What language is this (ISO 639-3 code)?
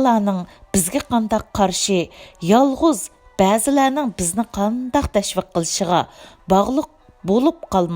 uig